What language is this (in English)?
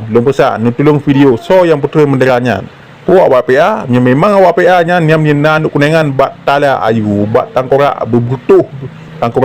Achinese